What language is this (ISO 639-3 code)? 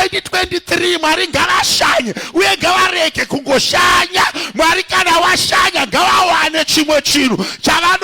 sna